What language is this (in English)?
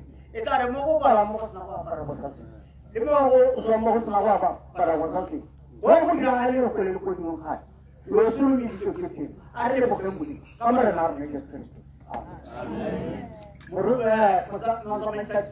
Tswana